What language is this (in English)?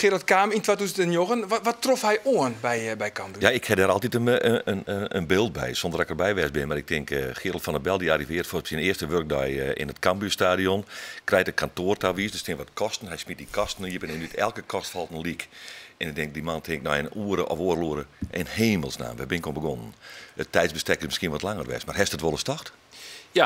Western Frisian